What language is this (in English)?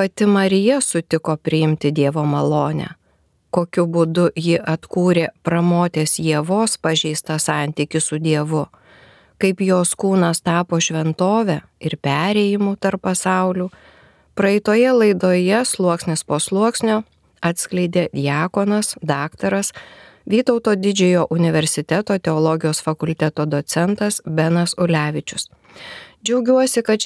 Lithuanian